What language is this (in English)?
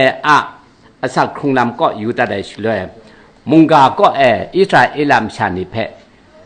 Kachin